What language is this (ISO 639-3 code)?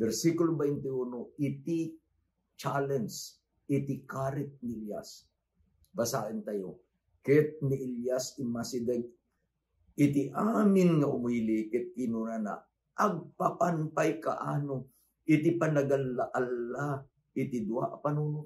ilo